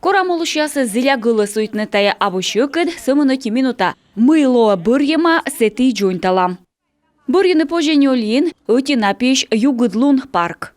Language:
Komi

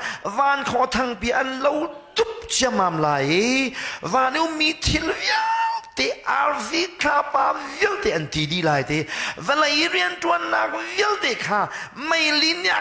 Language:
Hakha Chin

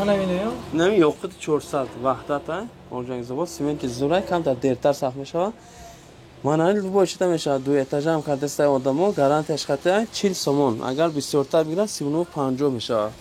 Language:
Tajik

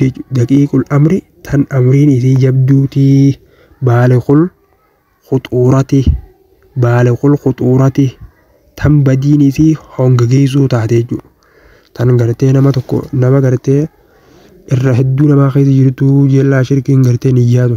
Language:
Oromo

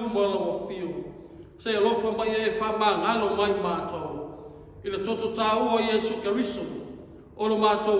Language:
Samoan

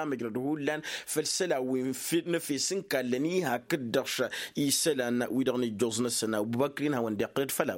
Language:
Tamasheq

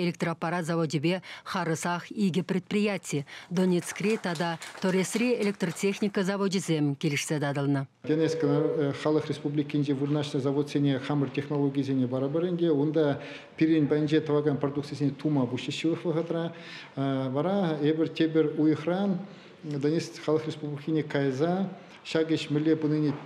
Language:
Chuvash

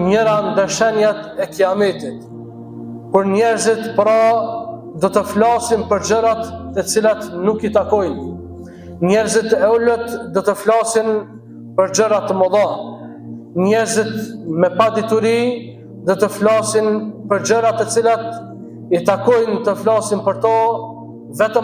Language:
Albanian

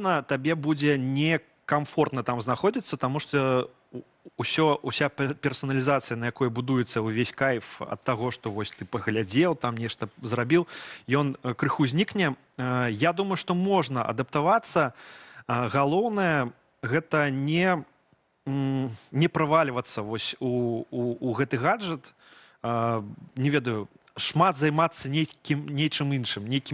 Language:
Belarusian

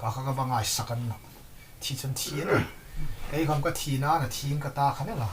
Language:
Hmar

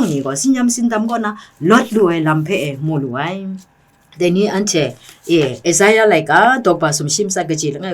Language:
Kachin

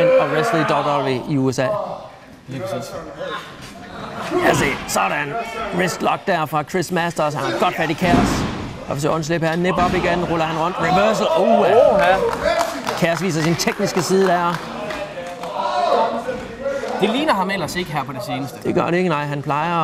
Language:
Danish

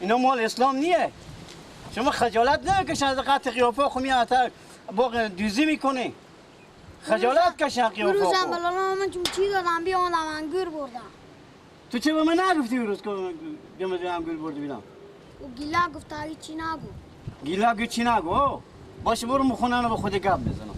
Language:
Persian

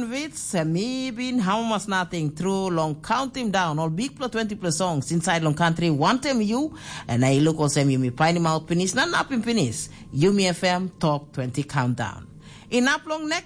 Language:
Tok Pisin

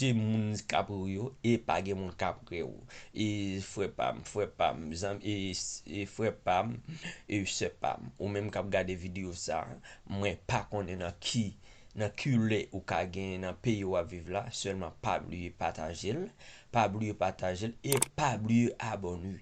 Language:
Haitian Creole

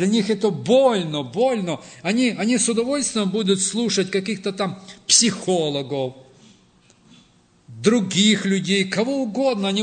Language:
Russian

